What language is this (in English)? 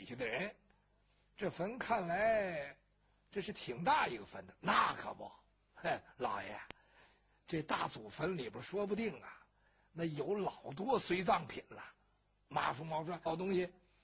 Chinese